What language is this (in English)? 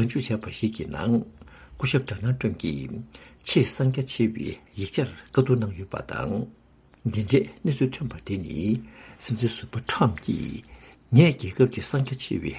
Tibetan